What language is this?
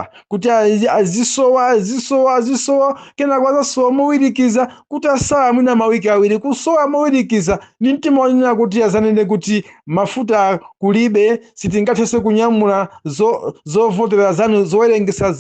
Nyanja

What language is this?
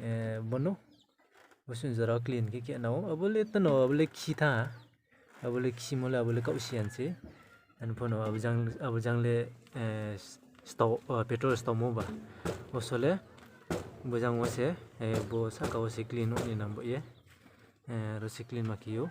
Riang (India)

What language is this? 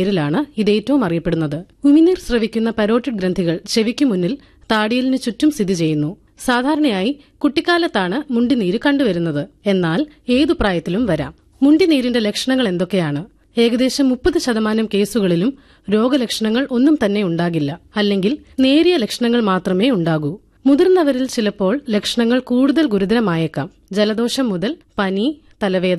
Malayalam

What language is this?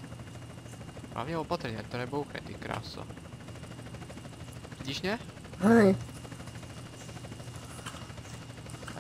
Czech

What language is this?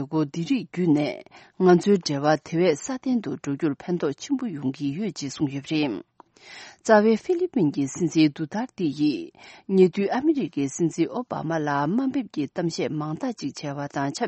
Tibetan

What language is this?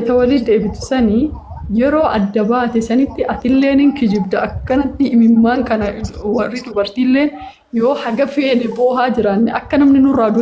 Oromo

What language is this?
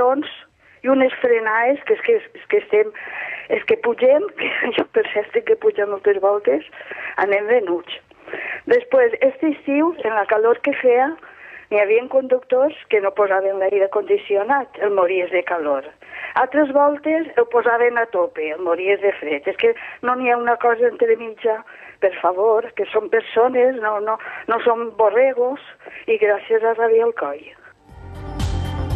Catalan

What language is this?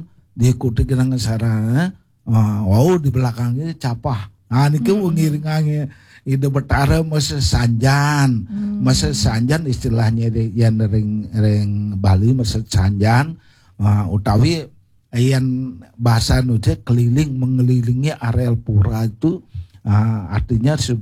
Balinese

